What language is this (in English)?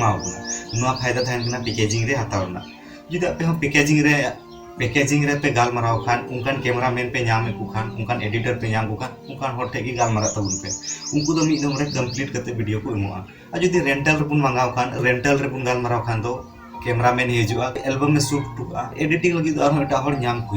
Santali